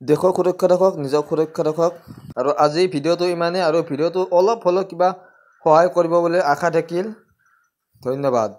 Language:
Assamese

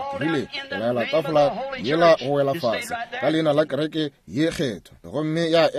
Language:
Northern Sotho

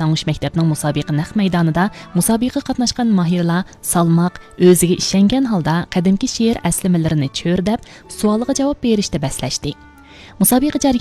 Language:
Uyghur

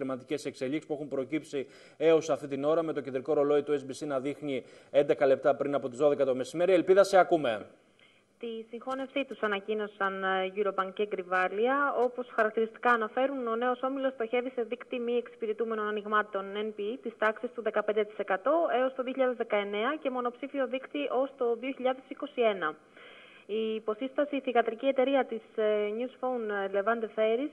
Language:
Greek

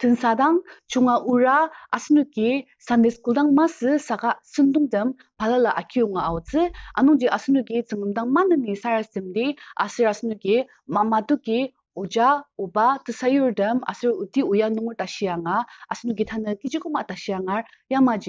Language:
Ao Naga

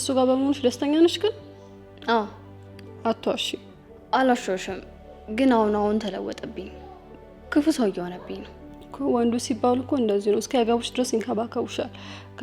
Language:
Amharic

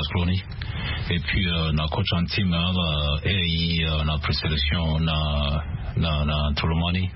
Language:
Sango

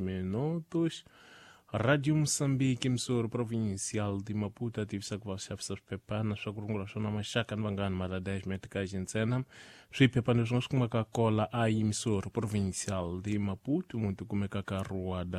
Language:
Tsonga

